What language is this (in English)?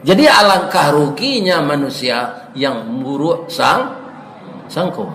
Minangkabau